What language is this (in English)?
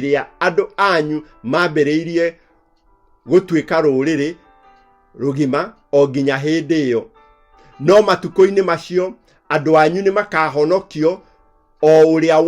Kikuyu